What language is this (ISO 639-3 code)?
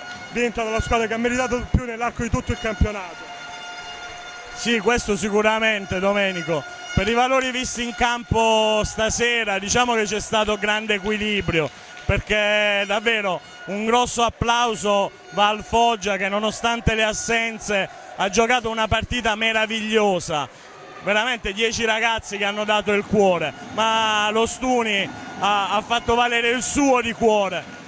ita